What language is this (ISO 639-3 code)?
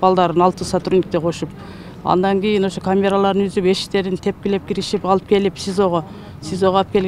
kir